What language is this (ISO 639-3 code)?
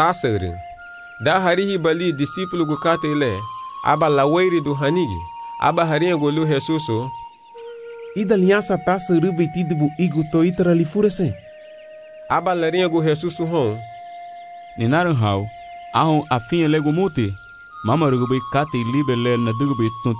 cab